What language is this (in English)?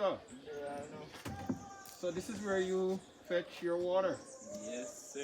Jamaican Creole English